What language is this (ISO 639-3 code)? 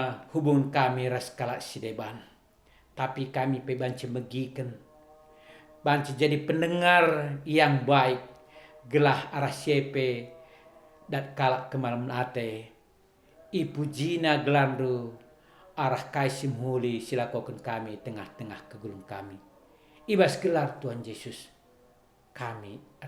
btx